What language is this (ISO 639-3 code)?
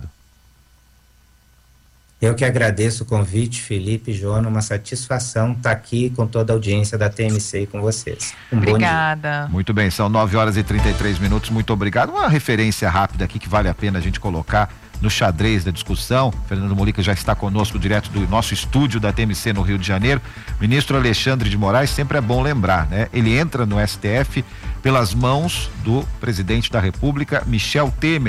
por